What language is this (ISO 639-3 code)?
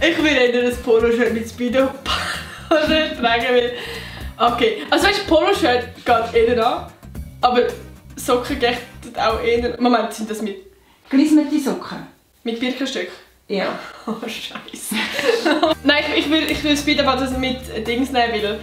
gsw